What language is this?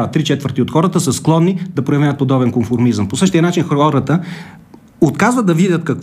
Bulgarian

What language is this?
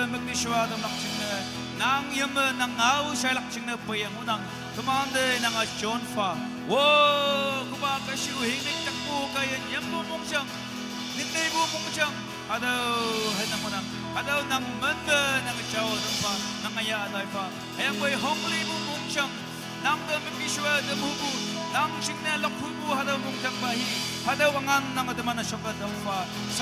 Naga Pidgin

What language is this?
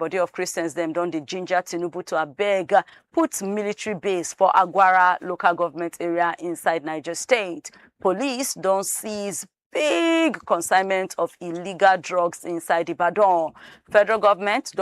Nigerian Pidgin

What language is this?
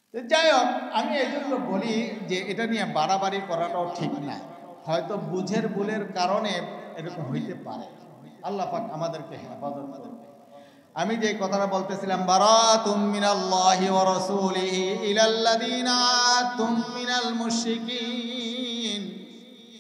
Bangla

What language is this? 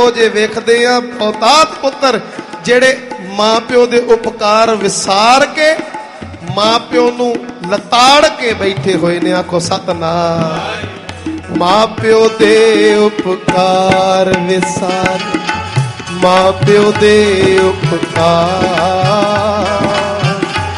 Punjabi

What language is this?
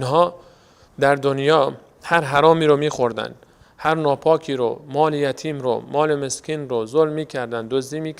Persian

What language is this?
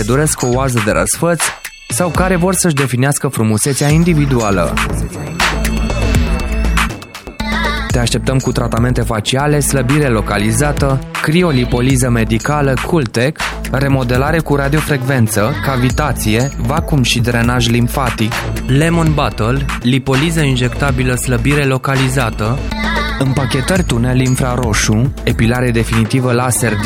Romanian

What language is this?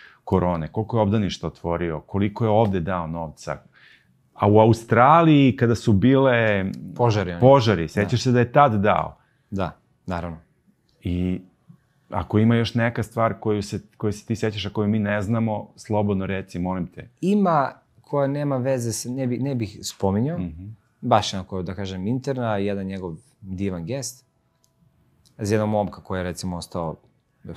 Serbian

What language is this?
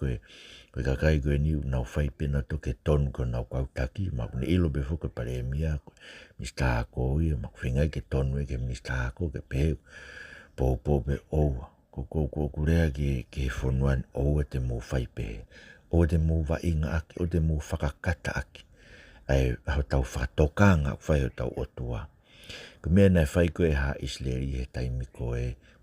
Tongan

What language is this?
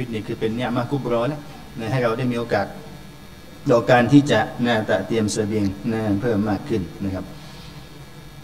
Thai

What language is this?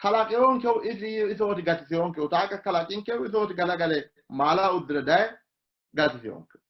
Sidamo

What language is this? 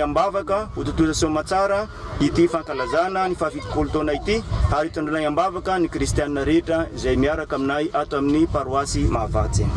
Malagasy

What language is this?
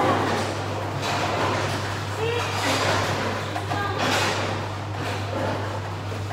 Filipino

